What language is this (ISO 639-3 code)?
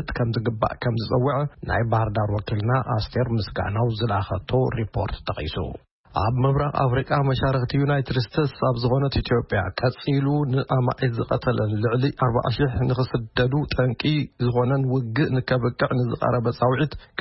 tir